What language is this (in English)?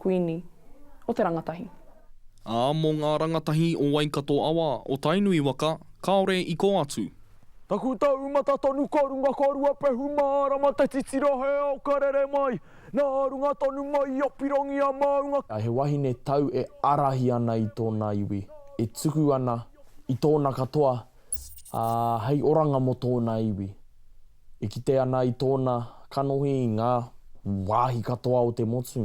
Māori